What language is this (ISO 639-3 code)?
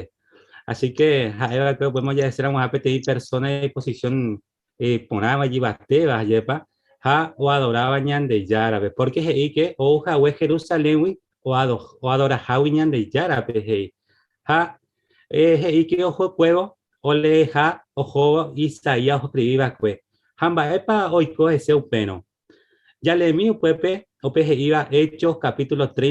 grn